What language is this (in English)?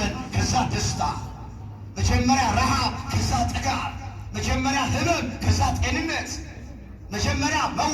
Amharic